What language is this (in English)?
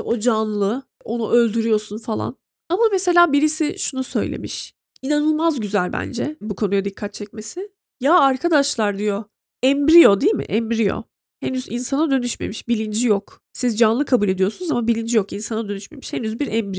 Turkish